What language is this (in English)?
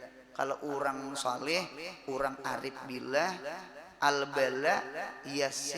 Banjar